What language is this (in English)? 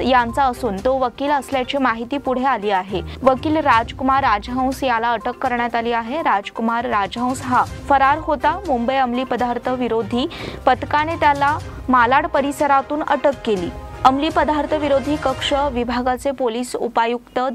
Marathi